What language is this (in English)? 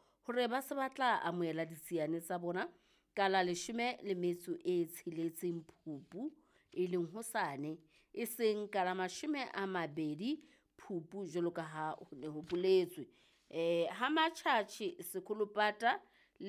Southern Sotho